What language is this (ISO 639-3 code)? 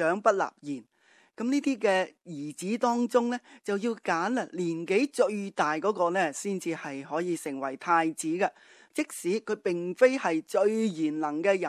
yue